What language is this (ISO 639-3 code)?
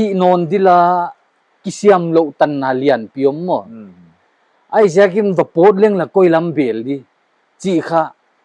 pck